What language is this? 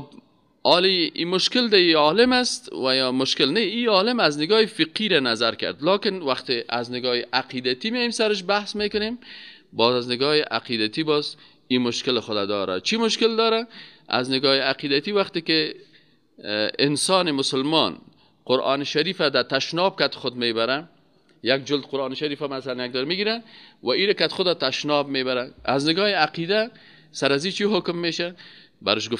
Persian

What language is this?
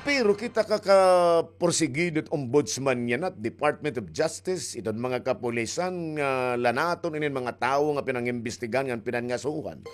Waray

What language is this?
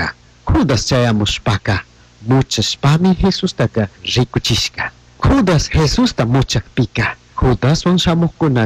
Chimborazo Highland Quichua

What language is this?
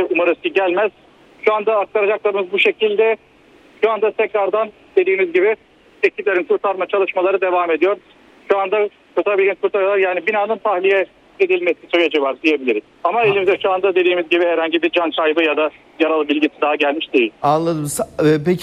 Turkish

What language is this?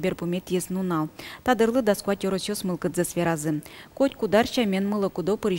Udmurt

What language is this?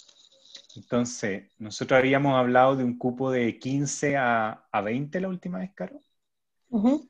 Spanish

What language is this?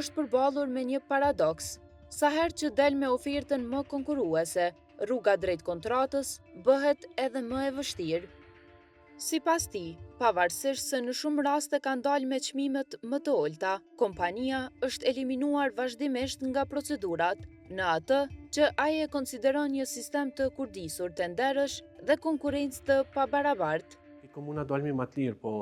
Albanian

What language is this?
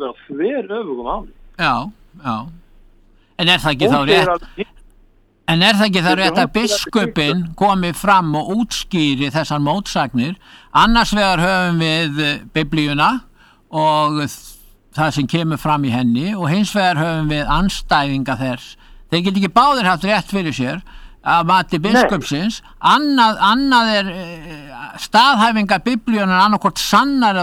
Icelandic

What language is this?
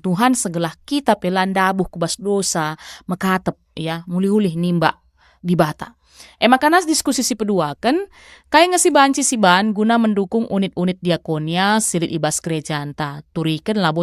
Batak Karo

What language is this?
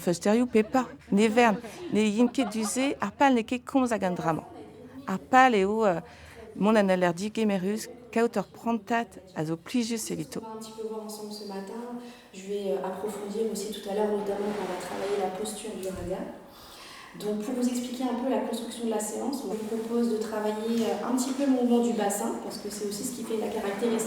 Breton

